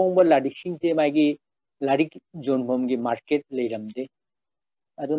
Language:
Manipuri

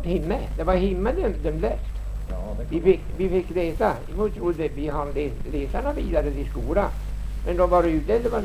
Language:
Swedish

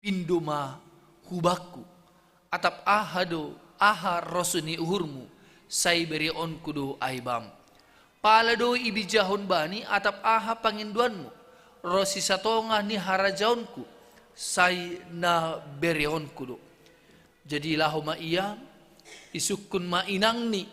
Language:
Batak Simalungun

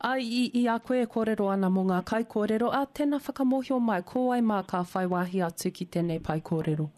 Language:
Māori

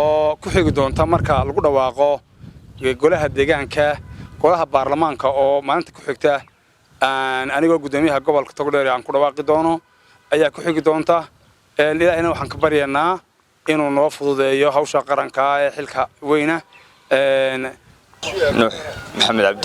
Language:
Somali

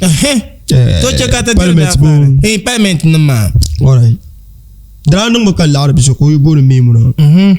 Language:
Dagbani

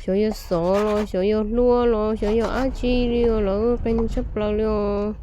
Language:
Hmong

